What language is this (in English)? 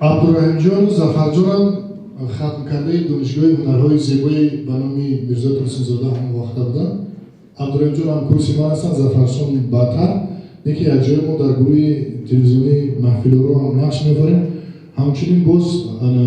Tajik